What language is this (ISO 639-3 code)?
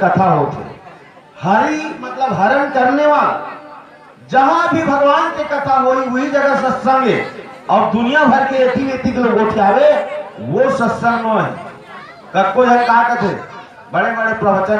hne